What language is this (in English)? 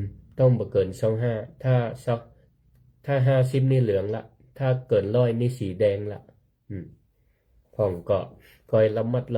Northern Thai